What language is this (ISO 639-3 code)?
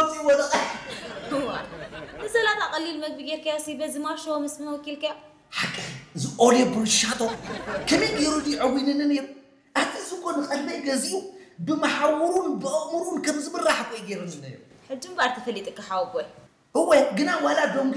tir